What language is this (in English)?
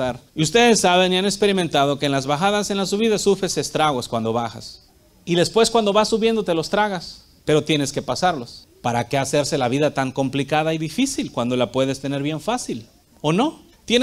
Spanish